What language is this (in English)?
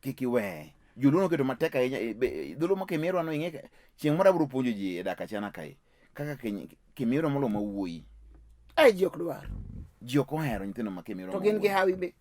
Luo (Kenya and Tanzania)